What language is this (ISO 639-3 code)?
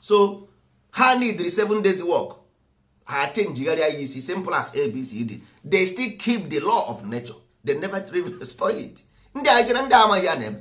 ibo